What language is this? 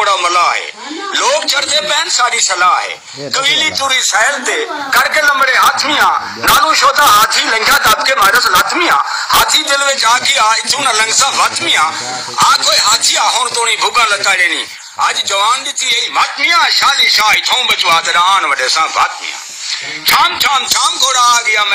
Saraiki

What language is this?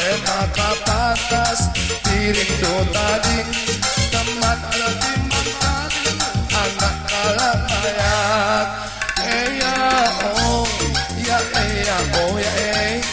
Batak Karo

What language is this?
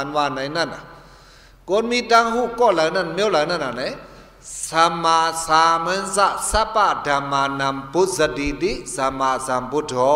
Shan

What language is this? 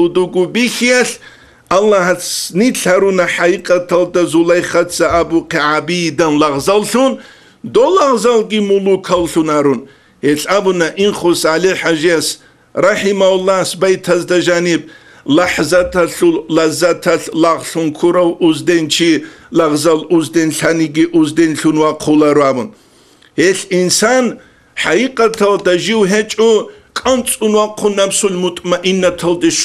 Avaric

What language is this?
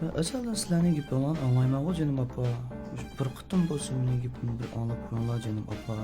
Uyghur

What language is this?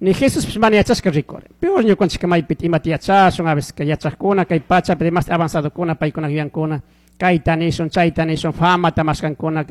Chimborazo Highland Quichua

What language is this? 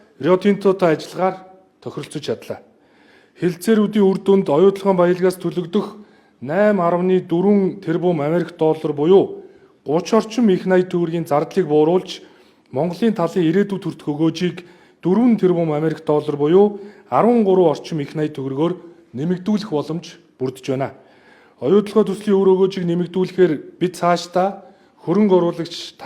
Mongolian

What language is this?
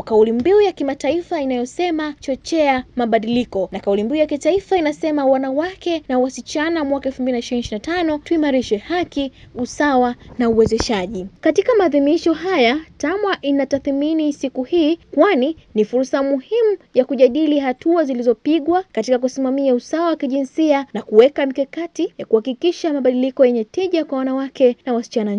Swahili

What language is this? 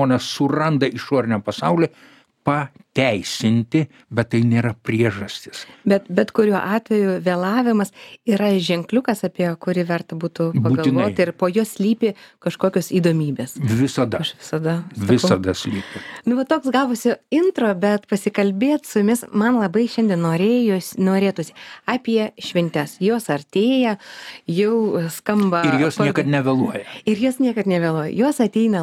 Lithuanian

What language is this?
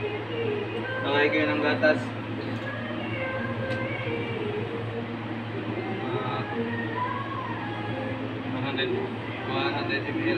Filipino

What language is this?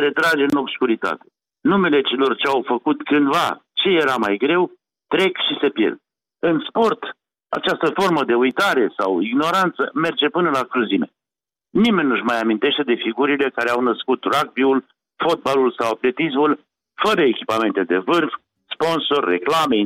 Romanian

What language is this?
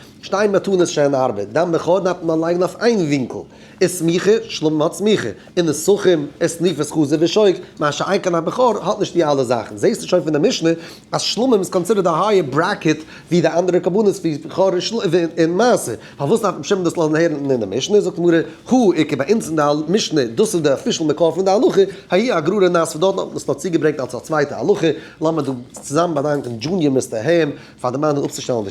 Yiddish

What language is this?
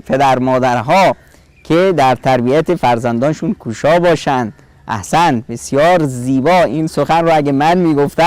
Persian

